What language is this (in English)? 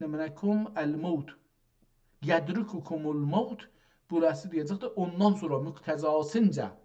South Azerbaijani